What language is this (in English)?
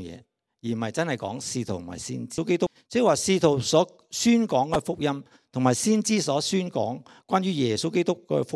Cantonese